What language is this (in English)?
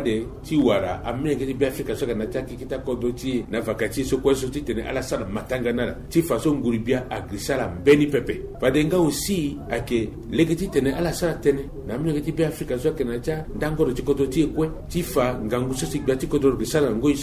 Sango